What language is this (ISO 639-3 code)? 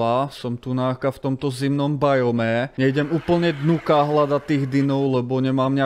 slk